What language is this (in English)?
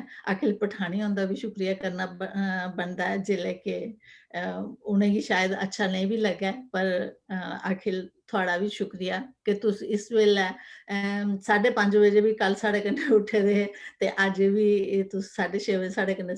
Dogri